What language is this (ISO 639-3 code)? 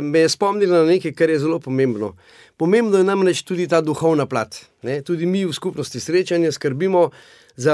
slv